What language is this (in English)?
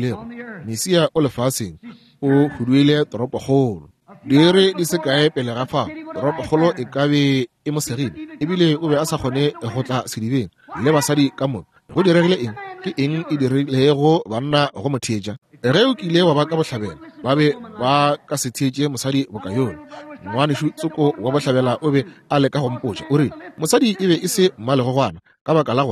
Northern Sotho